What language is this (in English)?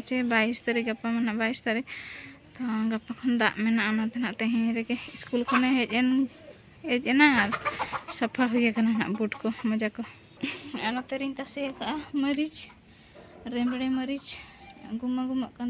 Santali